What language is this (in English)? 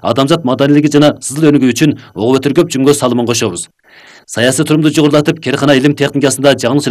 Kyrgyz